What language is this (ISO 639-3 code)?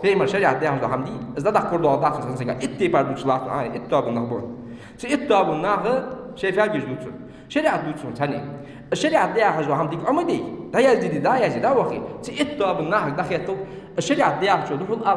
inh